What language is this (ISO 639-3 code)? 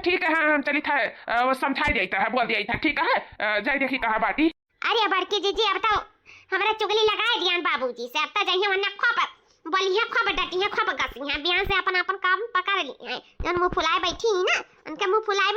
awa